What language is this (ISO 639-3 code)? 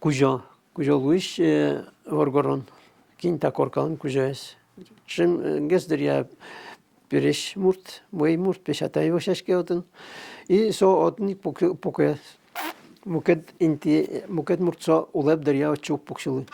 udm